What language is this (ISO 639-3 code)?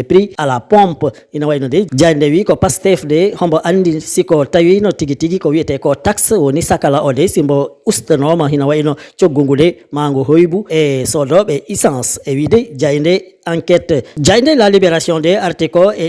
ful